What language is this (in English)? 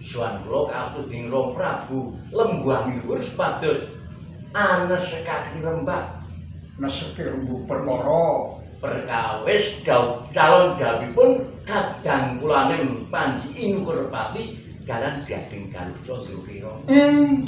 Javanese